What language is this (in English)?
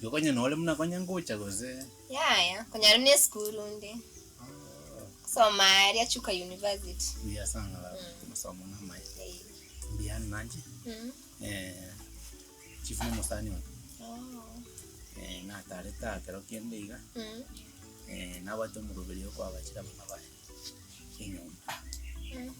Gusii